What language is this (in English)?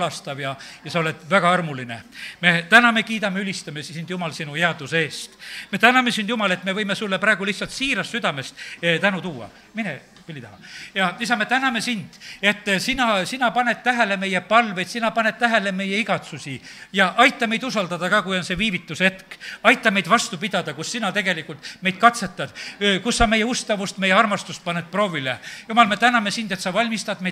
Estonian